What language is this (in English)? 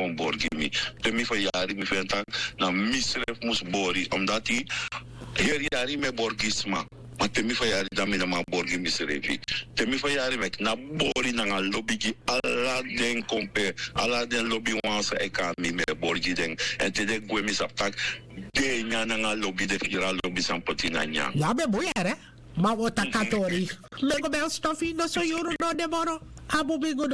Sranan Tongo